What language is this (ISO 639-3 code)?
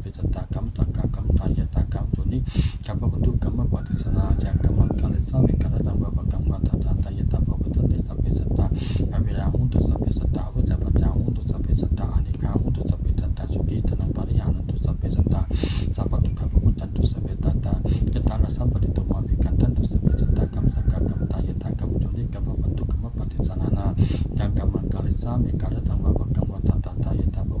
pli